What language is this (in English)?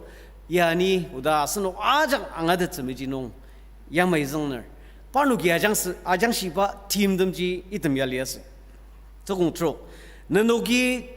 Ao Naga